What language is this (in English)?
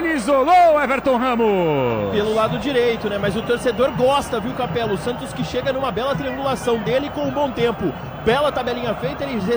Portuguese